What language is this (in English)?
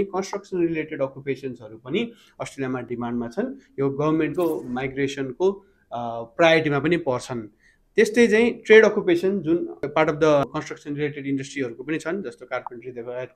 Nepali